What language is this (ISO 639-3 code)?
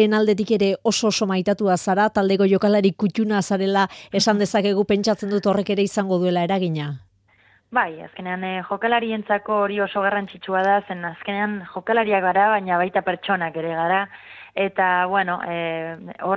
eus